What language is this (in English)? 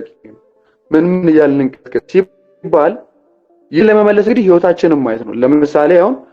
Amharic